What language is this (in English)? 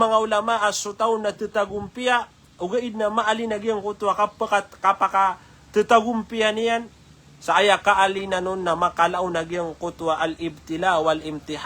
Maranao